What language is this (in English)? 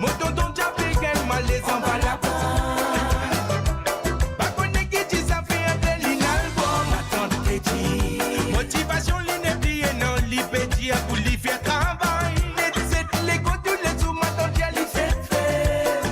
Morisyen